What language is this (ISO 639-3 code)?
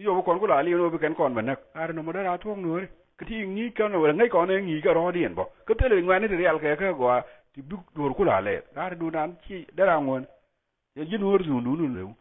nus